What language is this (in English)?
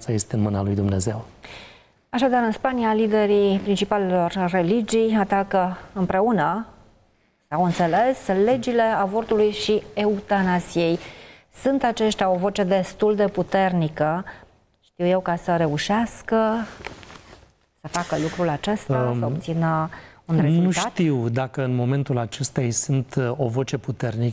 Romanian